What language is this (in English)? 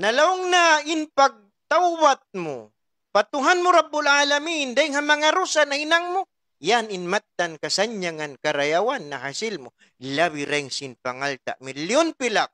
Tausug